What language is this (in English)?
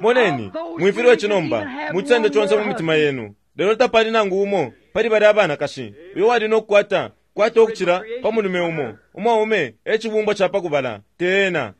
Bemba